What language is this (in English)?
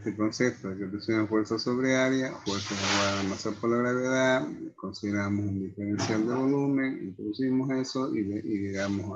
Spanish